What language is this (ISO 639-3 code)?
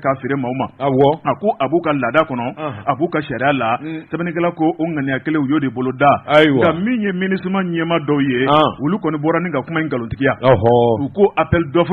bam